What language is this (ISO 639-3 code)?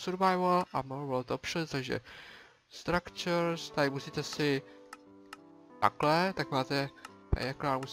ces